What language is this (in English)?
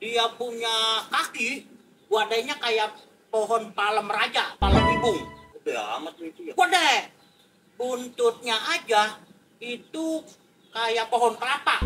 Betawi